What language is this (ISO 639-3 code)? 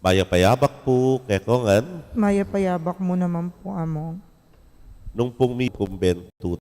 pam